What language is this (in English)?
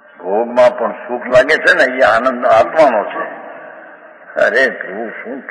Gujarati